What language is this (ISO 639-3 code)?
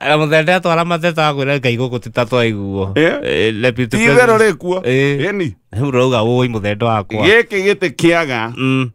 kik